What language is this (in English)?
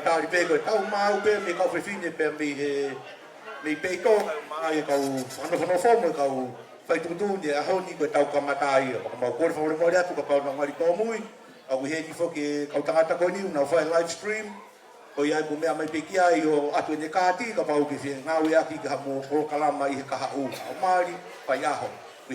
Tongan